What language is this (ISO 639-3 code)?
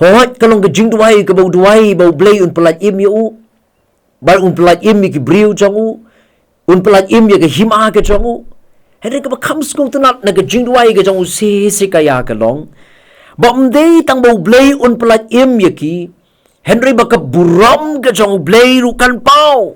kha